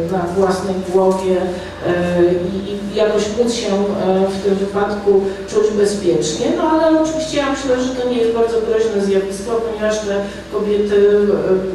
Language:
Polish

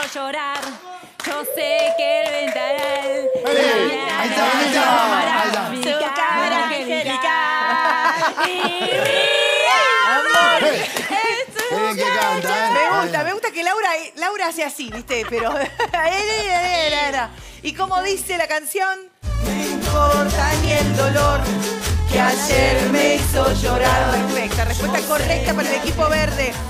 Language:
Spanish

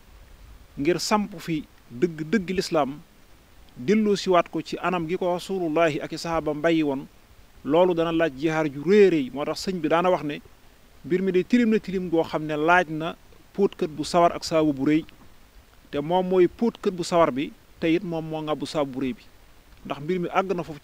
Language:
Wolof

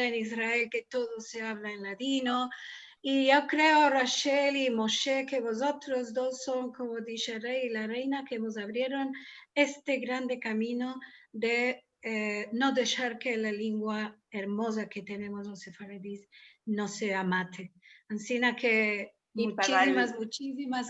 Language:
Ladino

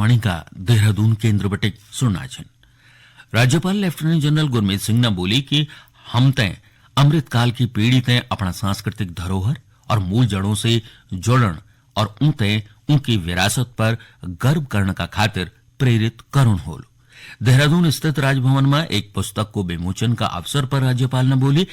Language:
Garhwali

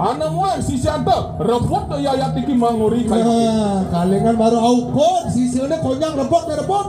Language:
Balinese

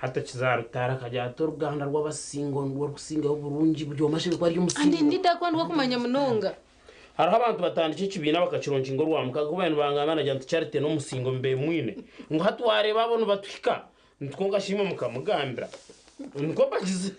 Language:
Nyankole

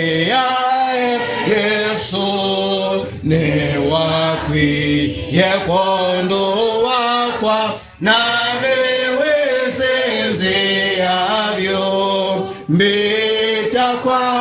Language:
Kamba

